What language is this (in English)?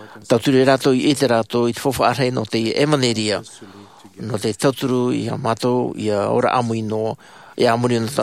Tahitian